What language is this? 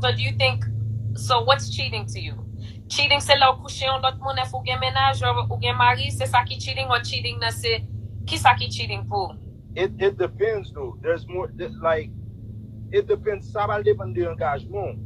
Haitian Creole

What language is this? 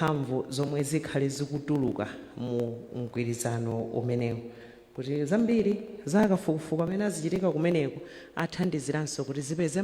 Nyanja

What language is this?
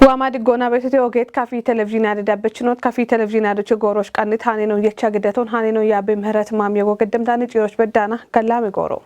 Kafa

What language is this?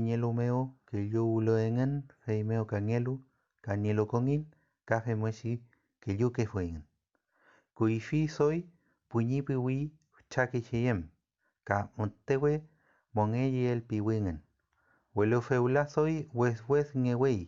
Mapuche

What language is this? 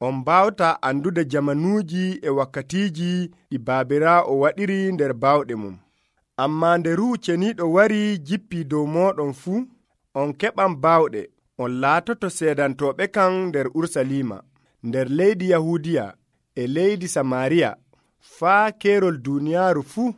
Nigerian Fulfulde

